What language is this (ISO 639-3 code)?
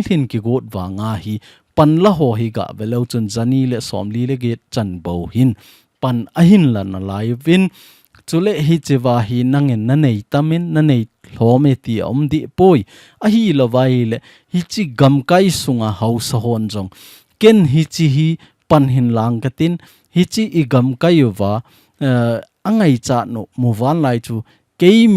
tcz